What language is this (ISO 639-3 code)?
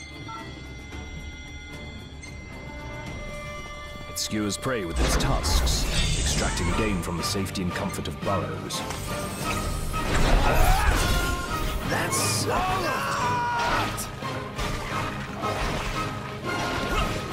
eng